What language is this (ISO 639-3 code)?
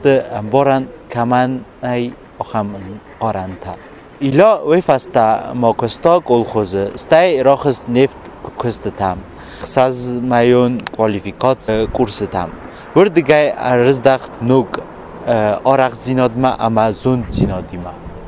oss